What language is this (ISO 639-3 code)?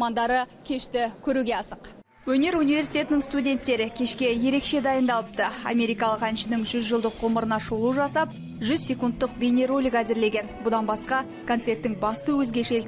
kaz